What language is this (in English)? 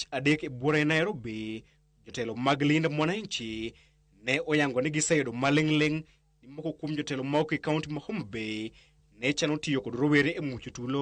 Luo (Kenya and Tanzania)